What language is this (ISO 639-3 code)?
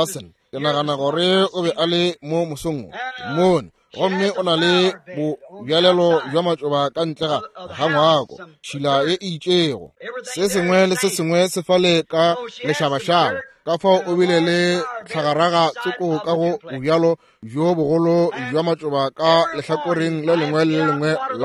nso